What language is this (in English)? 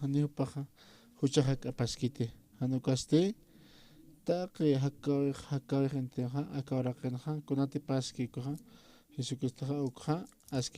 Aymara